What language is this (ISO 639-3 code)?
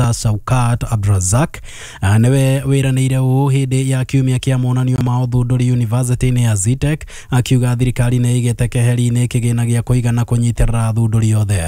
kik